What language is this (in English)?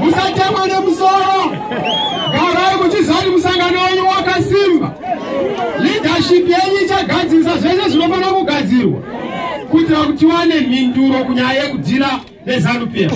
Shona